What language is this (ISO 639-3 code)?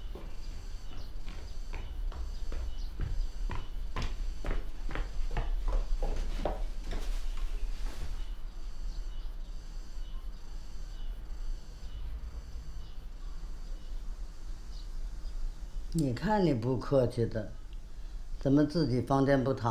zho